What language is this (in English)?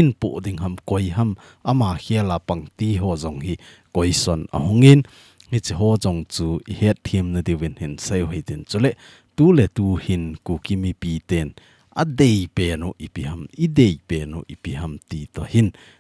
Thado Chin